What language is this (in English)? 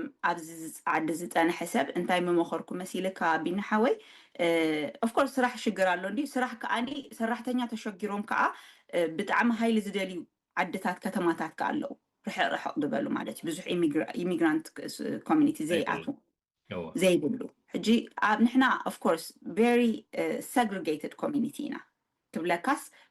Tigrinya